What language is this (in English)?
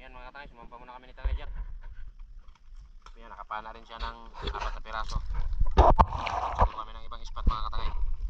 Filipino